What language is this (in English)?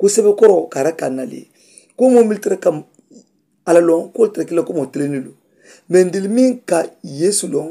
Mandingo